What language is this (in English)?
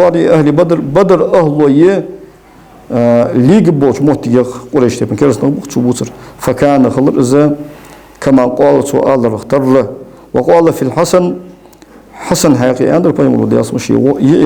Ingush